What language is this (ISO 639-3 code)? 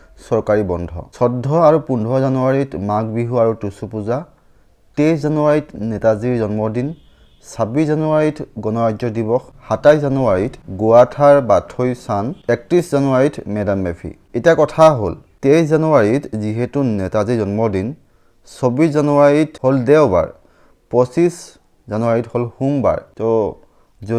asm